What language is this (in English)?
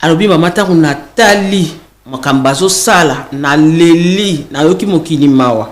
Lingala